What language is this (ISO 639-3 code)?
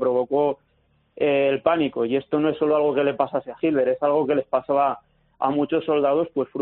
spa